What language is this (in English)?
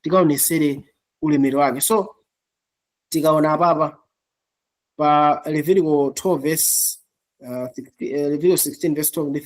Nyanja